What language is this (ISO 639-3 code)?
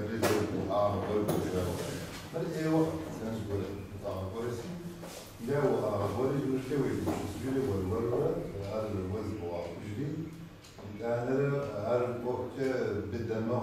kbd